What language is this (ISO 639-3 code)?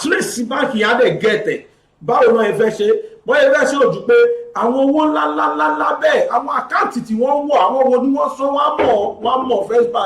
yor